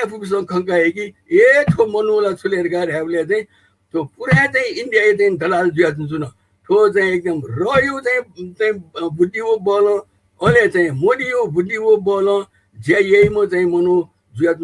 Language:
Newari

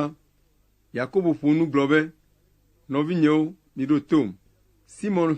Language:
Ewe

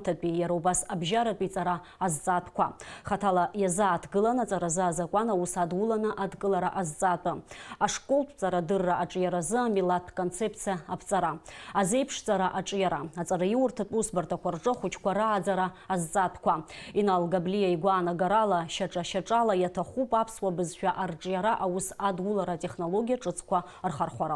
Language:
Abkhazian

